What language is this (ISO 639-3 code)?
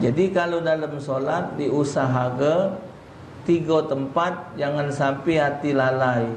mui